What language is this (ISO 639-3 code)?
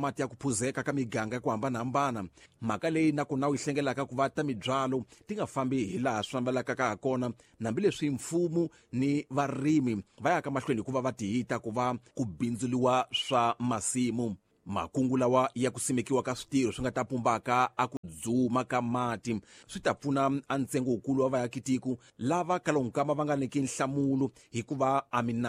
tso